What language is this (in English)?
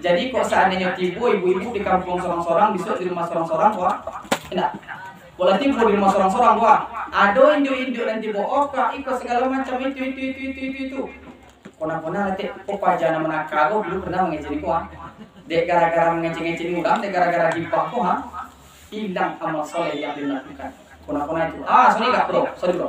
Minangkabau